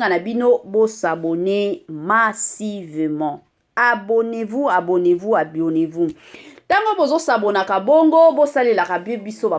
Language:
Lingala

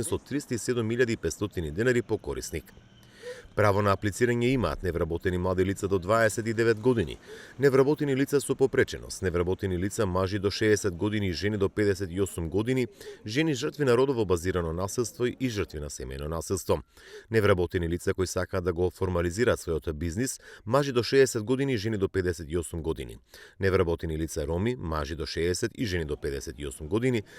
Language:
Macedonian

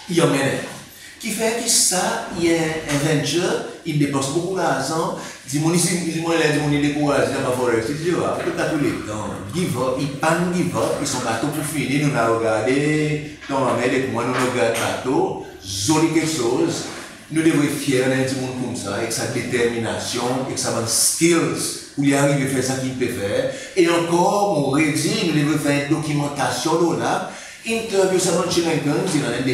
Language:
Seselwa Creole French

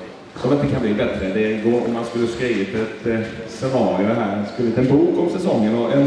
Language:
Swedish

